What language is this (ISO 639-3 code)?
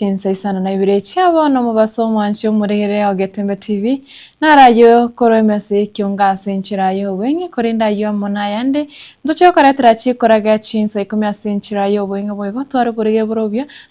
guz